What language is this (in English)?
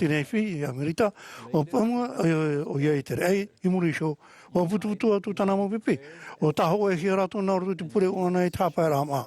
Tahitian